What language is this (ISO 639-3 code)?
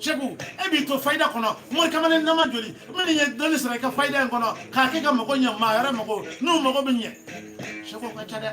bam